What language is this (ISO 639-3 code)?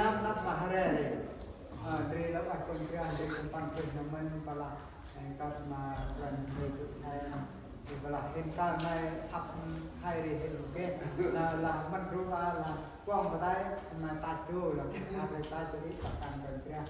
cmo